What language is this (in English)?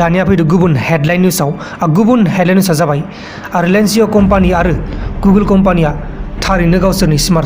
Bodo